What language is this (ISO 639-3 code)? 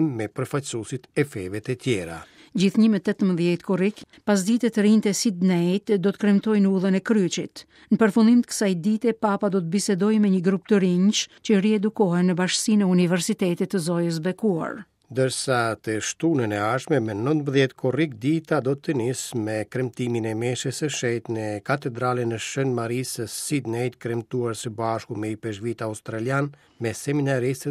sqi